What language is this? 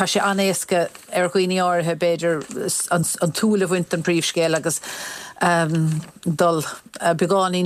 Irish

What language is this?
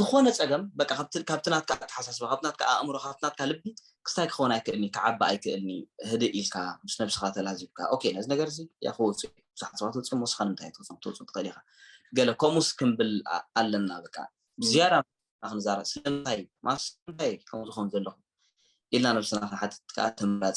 Tigrinya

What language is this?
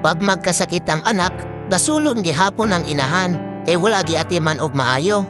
Cebuano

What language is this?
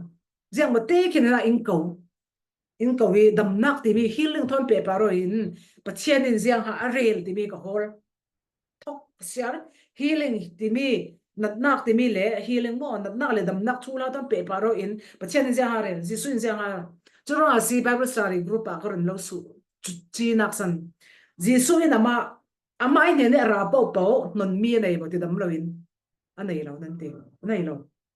Falam Chin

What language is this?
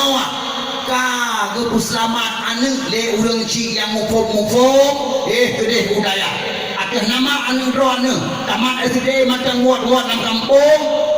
Achinese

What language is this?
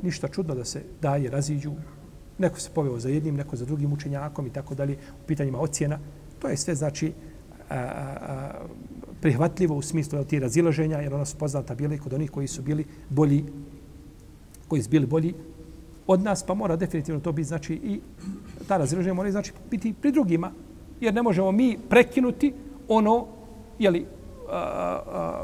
Bosnian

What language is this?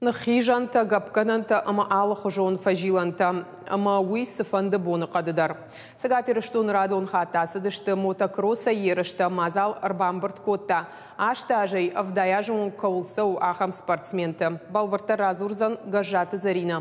Ossetic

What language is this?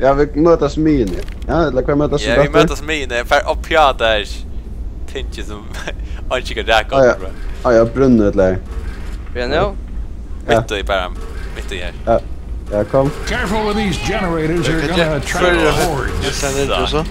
Faroese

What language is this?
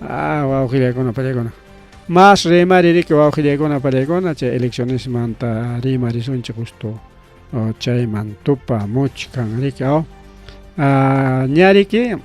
Ayacucho Quechua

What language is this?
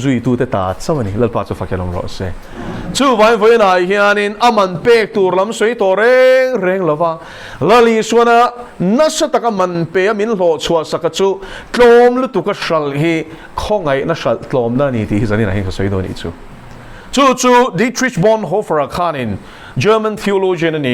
Mizo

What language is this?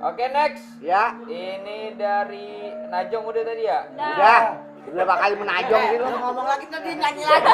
Betawi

